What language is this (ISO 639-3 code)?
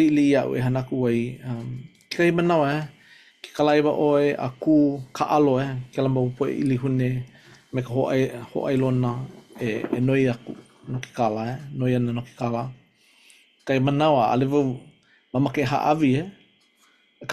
haw